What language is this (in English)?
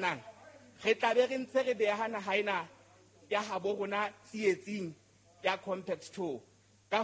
Southern Sotho